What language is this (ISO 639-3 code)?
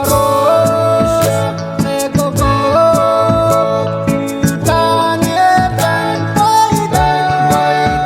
pon